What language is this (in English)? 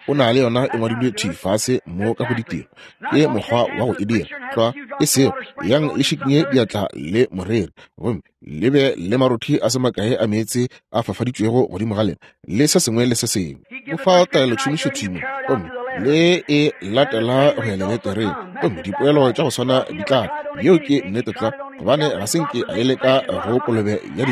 Northern Sotho